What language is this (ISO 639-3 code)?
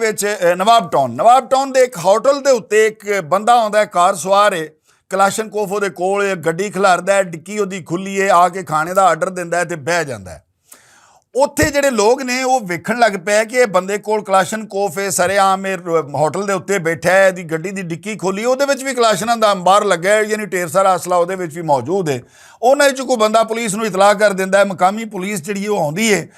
lah